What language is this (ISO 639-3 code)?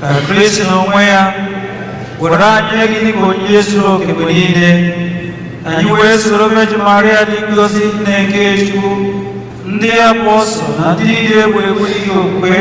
ibo